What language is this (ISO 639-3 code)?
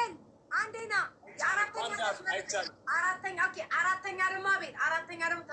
amh